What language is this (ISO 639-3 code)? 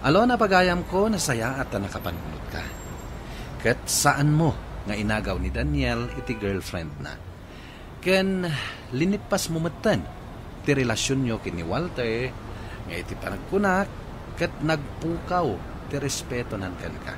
ilo